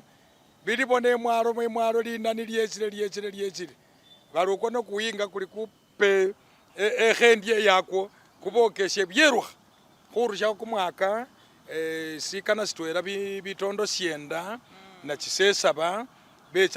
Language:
Masaaba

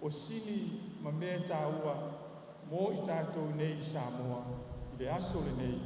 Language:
Samoan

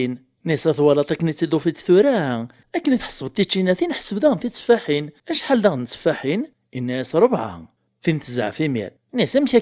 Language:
Kabyle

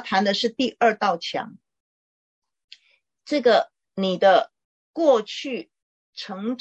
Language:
Chinese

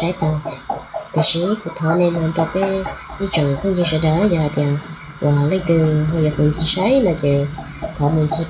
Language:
Hmong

